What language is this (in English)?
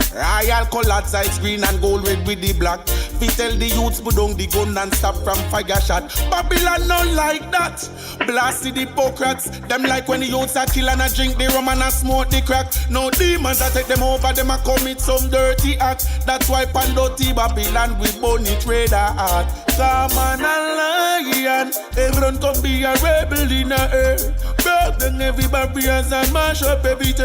Jamaican Creole English